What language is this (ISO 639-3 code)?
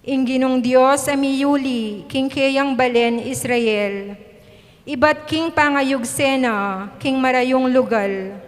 pam